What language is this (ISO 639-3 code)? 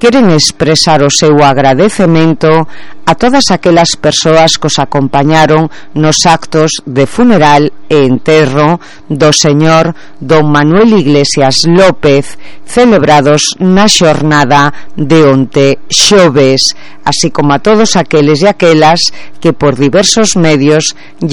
glg